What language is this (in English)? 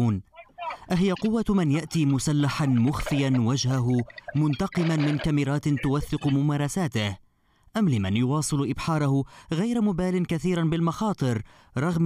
Arabic